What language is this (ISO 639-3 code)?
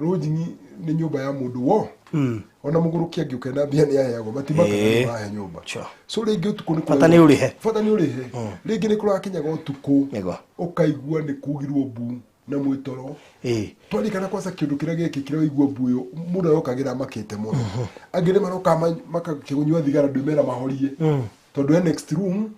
kik